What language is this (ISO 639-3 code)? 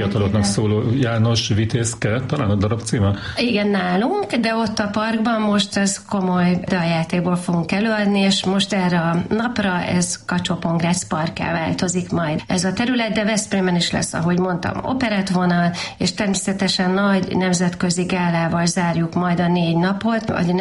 hun